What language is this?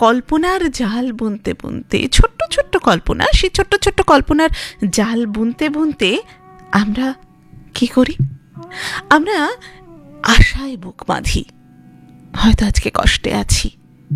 Bangla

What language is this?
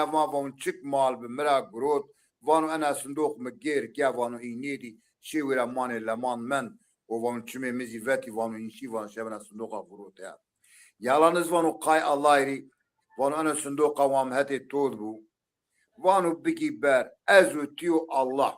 Zaza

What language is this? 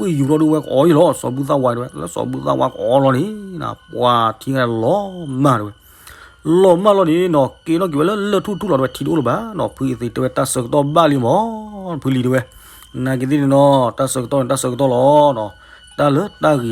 S'gaw Karen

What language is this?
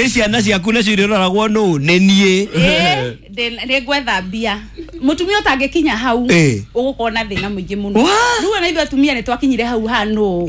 Kikuyu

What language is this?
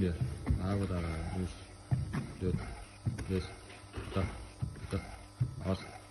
Yakut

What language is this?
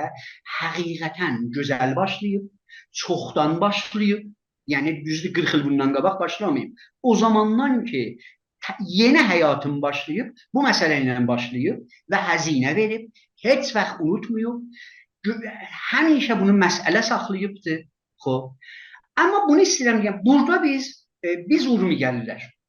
South Azerbaijani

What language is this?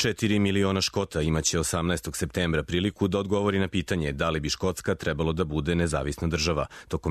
Serbian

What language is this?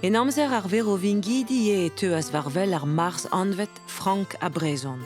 Breton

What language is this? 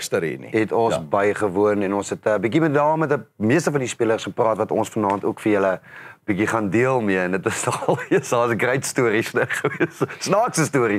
Afrikaans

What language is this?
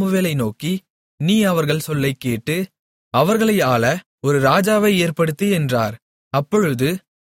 Tamil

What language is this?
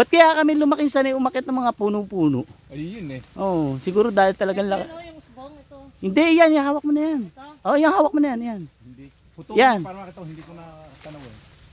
Filipino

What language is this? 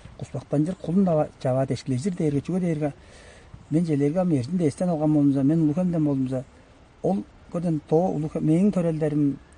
Tuvinian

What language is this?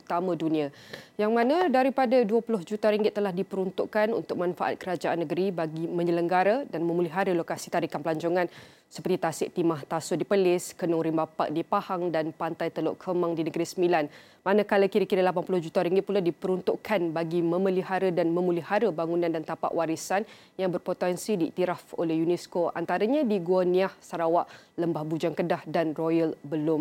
Malay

